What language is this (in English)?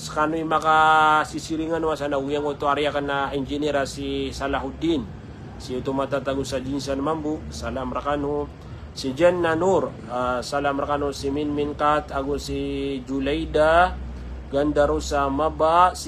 Maranao